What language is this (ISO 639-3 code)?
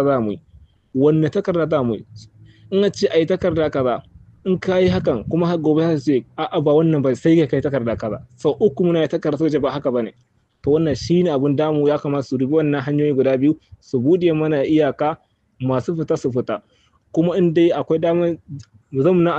hau